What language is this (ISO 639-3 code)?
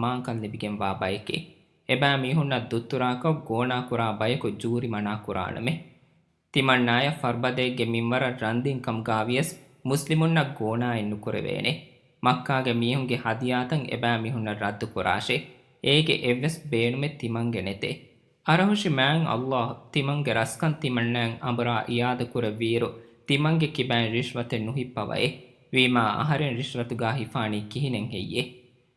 div